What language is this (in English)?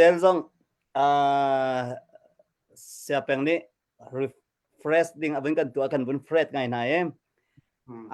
Hakha Chin